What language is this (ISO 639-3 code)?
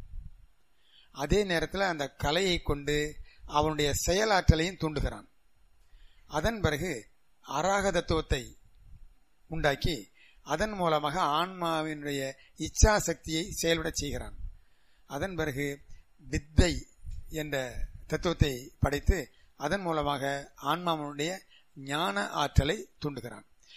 tam